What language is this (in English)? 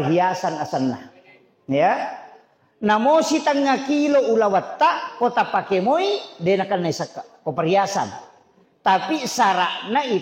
Buginese